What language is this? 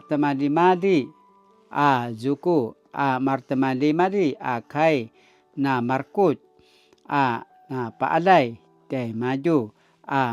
Paiwan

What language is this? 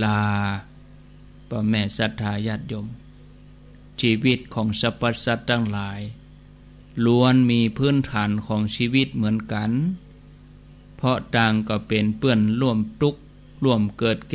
Thai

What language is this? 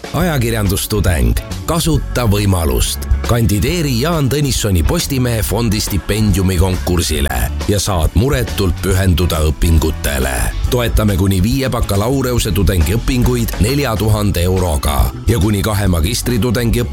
Estonian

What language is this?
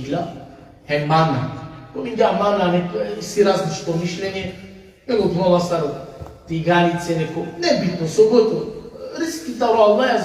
Balkan Romani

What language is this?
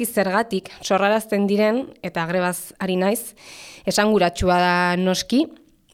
Basque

